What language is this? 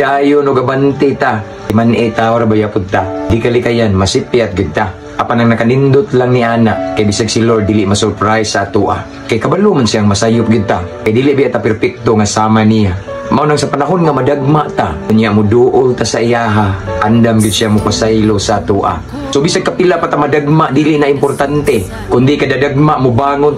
Cebuano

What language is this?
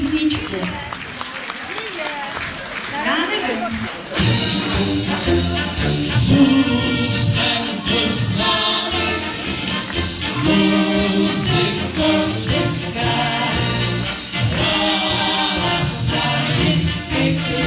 Czech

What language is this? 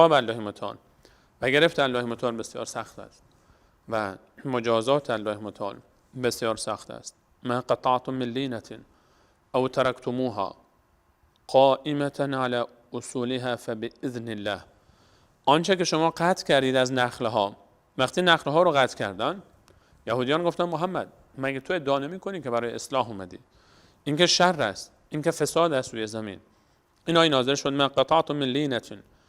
Persian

